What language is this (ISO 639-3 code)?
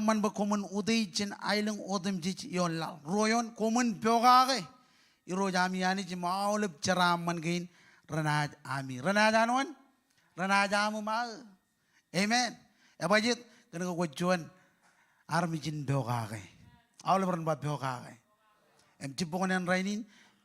mah